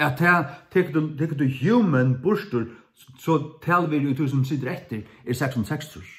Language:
Faroese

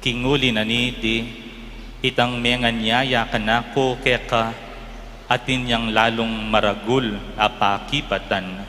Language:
Pampanga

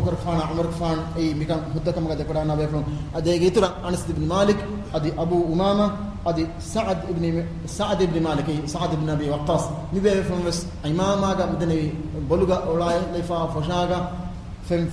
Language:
Divehi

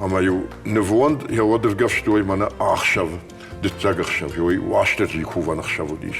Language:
Ossetic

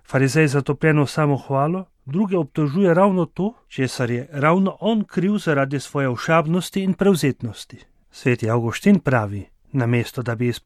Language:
Slovenian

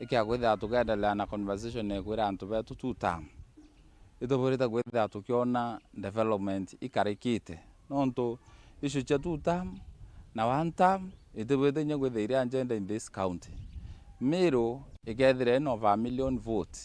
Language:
Meru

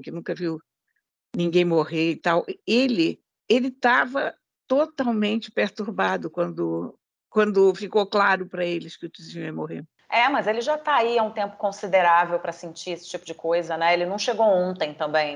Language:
Portuguese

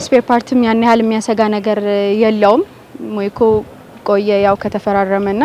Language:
Amharic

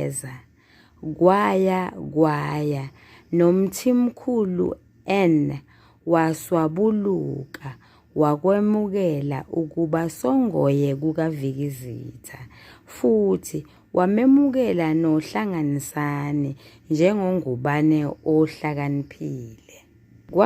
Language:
Zulu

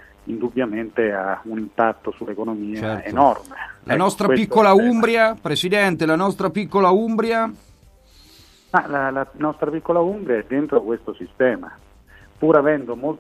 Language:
Italian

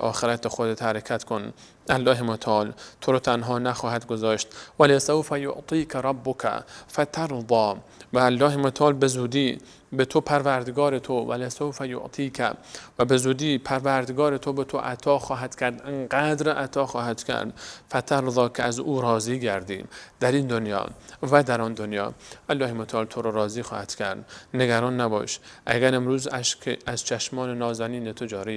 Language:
Persian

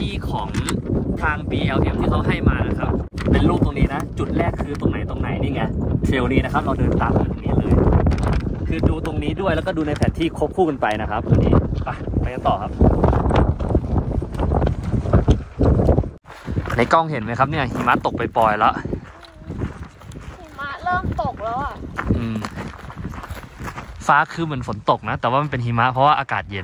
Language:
Thai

